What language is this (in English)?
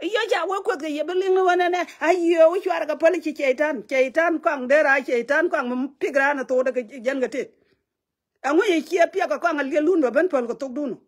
Nuer